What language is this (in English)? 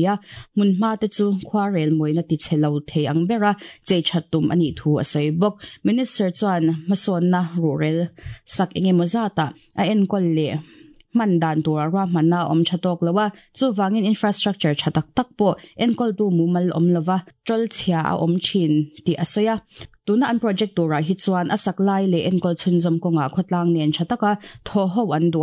Mizo